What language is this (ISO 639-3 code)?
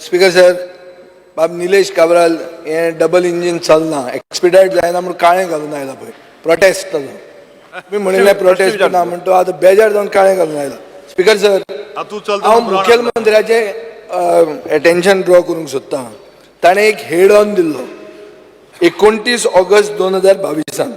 kok